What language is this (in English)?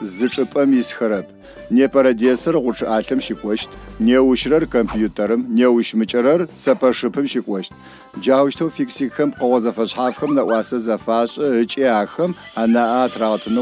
Adyghe